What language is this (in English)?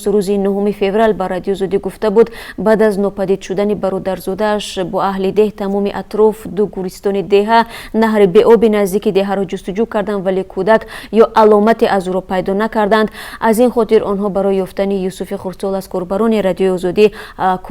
Tajik